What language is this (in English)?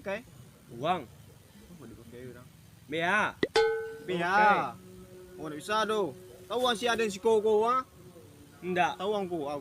Minangkabau